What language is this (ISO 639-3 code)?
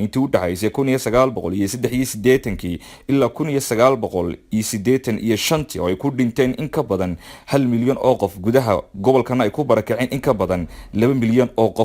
som